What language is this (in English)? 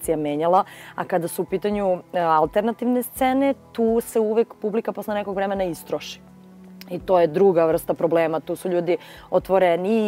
Serbian